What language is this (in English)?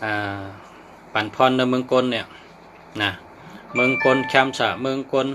Shan